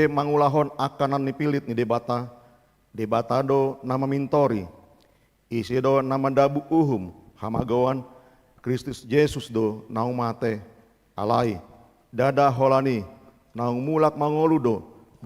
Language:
Batak Toba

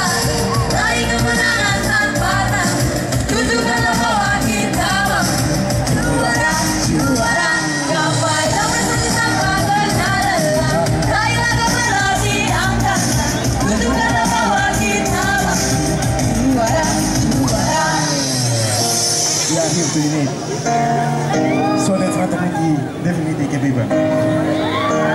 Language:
Indonesian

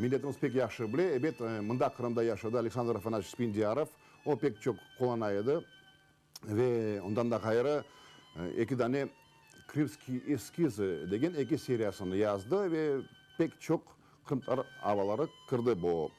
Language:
Crimean Tatar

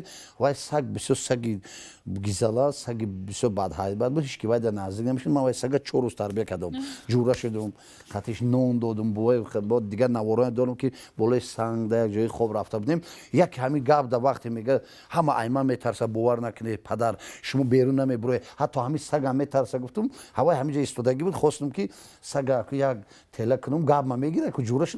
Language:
Tajik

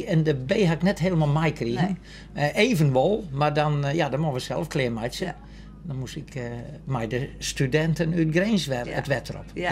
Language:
Western Frisian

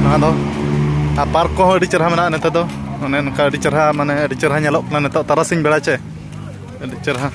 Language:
Santali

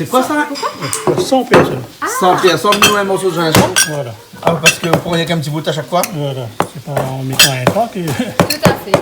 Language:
Réunion Creole French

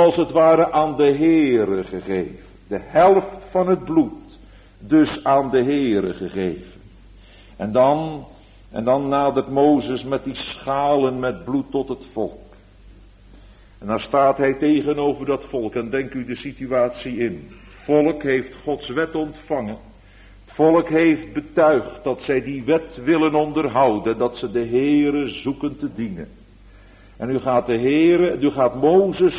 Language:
Dutch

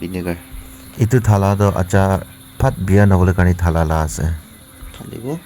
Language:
Naga Pidgin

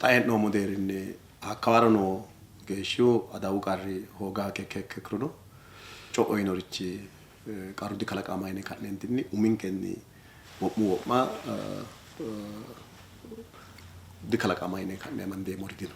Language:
Sidamo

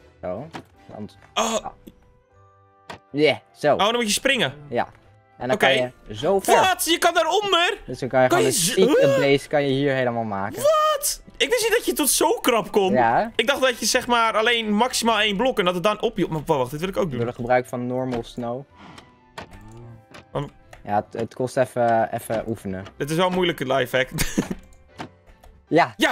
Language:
Dutch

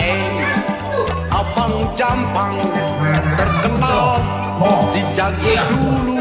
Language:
Betawi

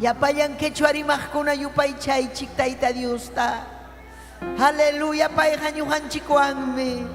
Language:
Ayacucho Quechua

